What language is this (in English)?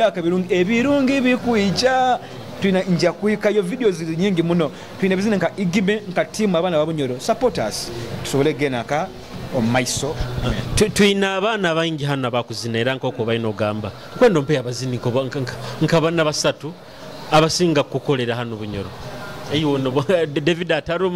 Nyoro